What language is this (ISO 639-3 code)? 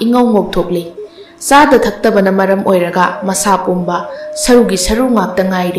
mni